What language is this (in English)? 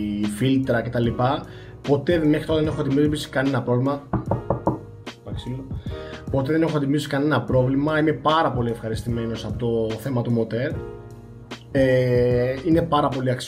Greek